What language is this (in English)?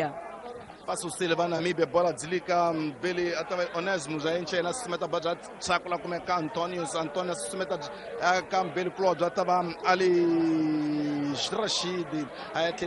Tsonga